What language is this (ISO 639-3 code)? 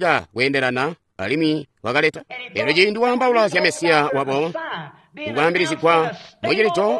toi